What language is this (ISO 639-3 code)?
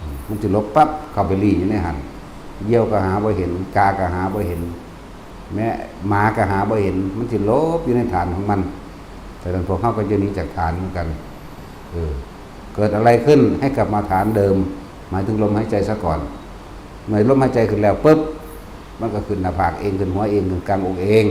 tts